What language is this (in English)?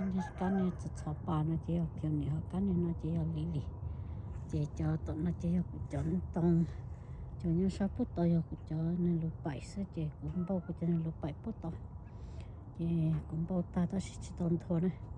Hmong